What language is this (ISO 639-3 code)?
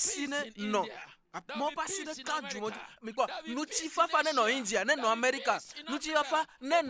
ewe